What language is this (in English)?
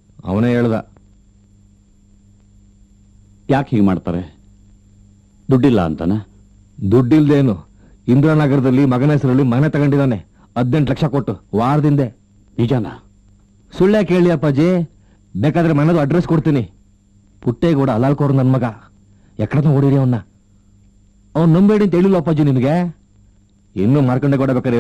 Kannada